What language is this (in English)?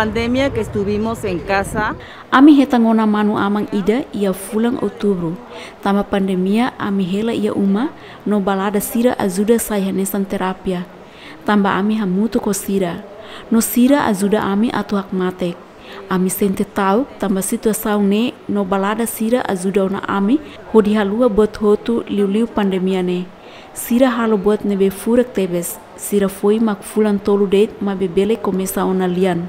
Tetum